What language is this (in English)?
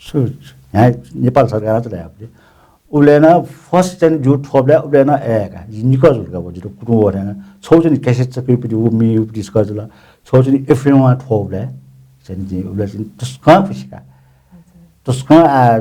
Newari